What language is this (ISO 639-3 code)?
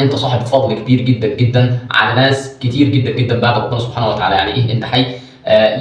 arz